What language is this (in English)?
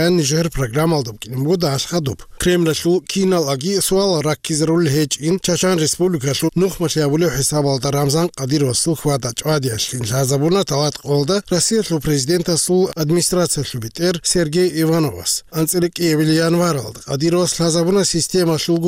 Avaric